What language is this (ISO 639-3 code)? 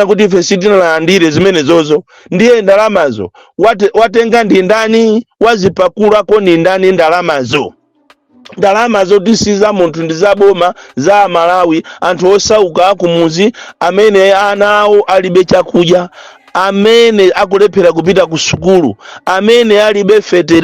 nya